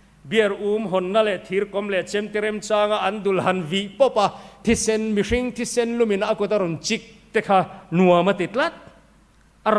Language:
Mizo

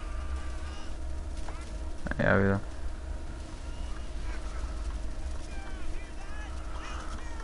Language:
Bulgarian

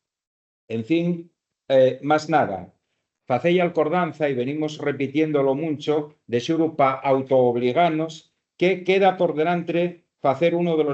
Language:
Asturian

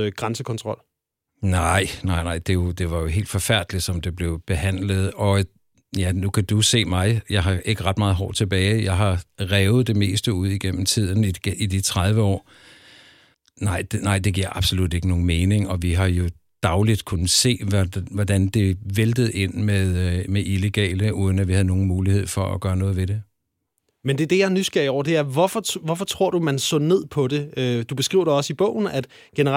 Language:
Danish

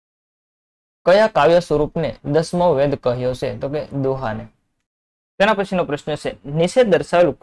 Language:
Gujarati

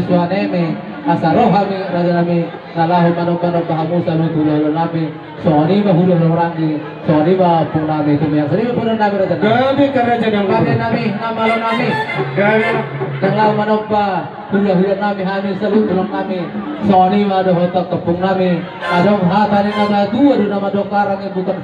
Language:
Batak Toba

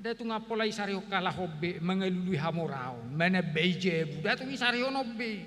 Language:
Batak Toba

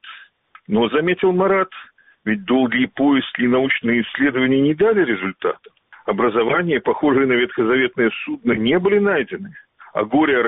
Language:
Russian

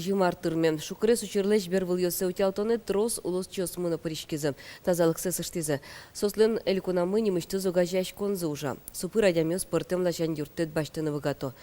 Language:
Udmurt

